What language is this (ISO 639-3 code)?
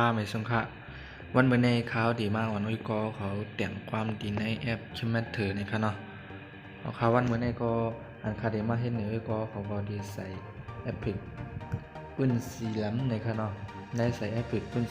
shn